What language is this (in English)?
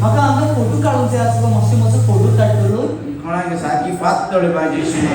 Konkani